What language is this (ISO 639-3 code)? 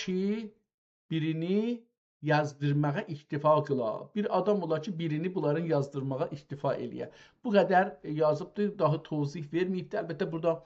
azb